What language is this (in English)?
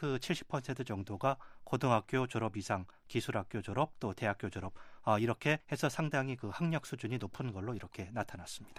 Korean